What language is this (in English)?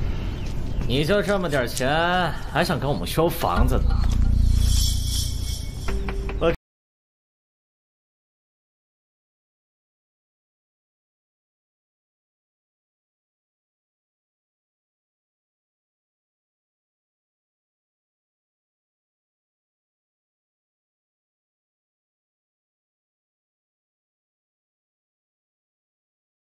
Chinese